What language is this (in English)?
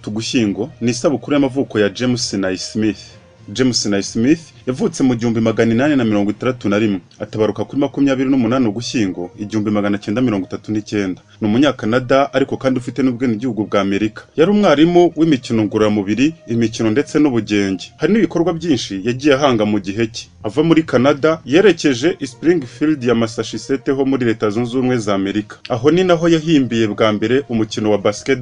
Kinyarwanda